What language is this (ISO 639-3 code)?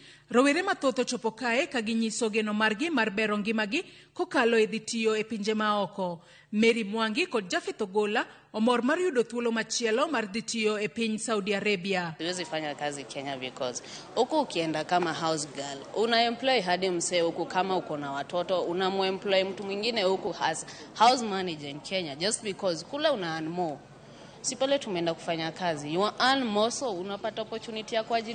luo